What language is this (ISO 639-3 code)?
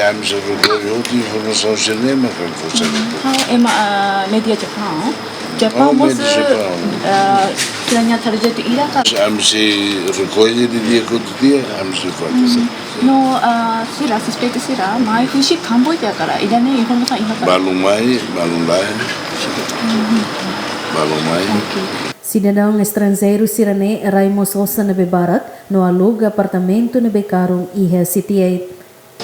tet